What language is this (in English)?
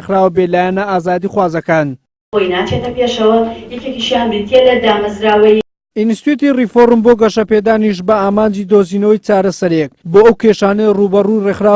Central Kurdish